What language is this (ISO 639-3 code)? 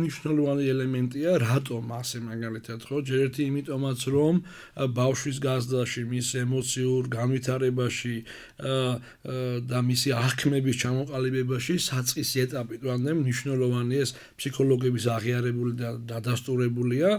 kat